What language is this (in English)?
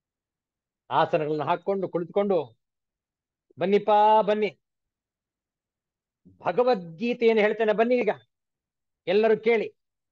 Kannada